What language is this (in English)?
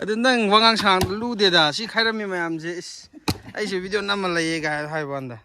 Manipuri